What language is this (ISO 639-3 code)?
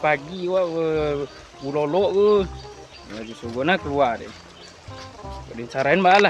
min